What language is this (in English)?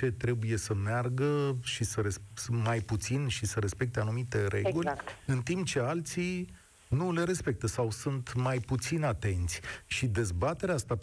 Romanian